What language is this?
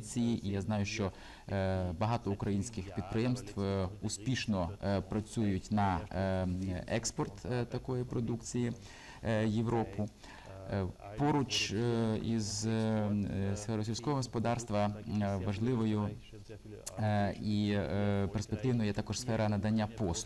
Ukrainian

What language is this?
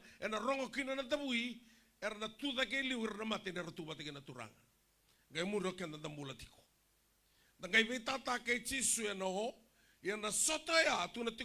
Fijian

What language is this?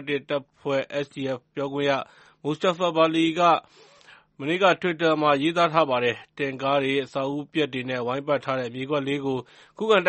Burmese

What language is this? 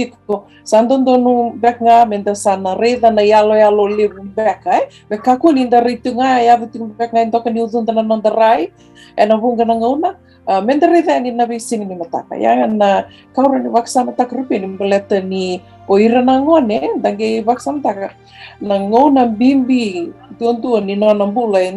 Fijian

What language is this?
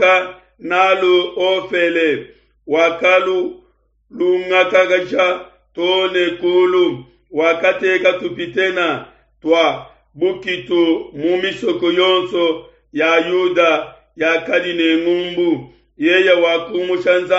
Luba-Lulua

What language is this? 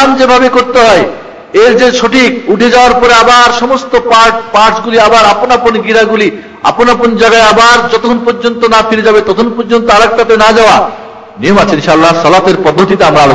Bangla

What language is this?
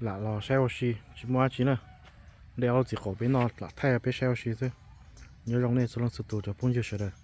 Hmong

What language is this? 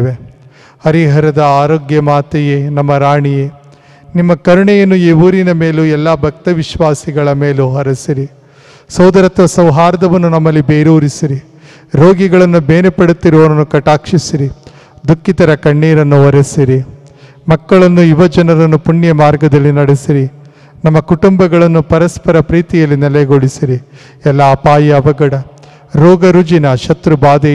Kannada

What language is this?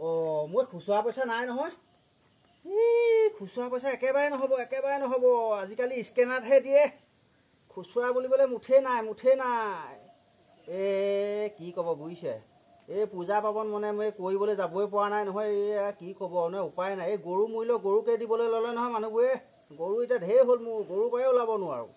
Assamese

